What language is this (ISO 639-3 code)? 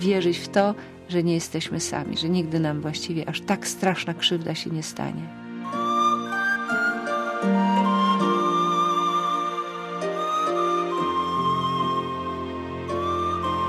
pol